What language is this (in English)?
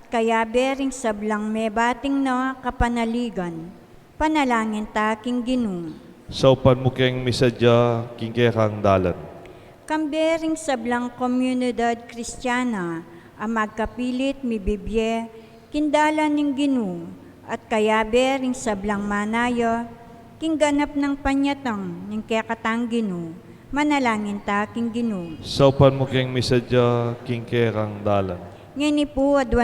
Pampanga